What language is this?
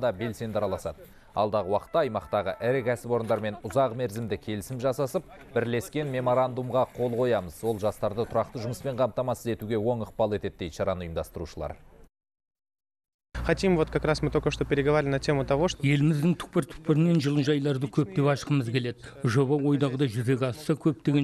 Kazakh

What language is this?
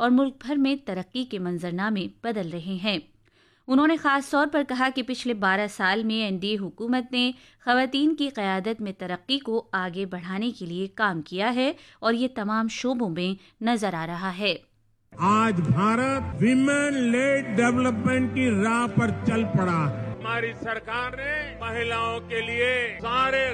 Punjabi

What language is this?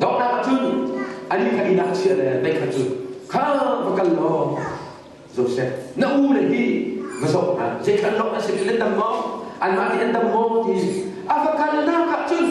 Hakha Chin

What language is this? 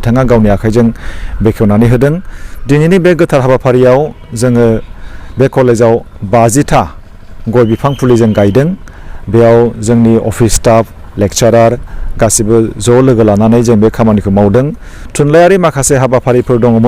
Bodo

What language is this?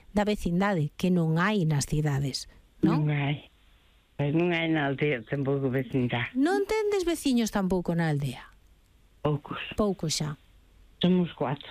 Galician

